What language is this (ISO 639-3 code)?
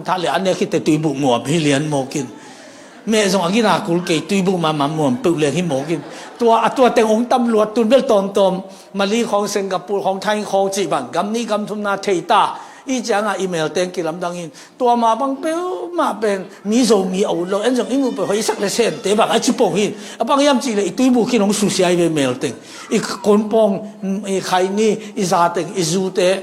ctd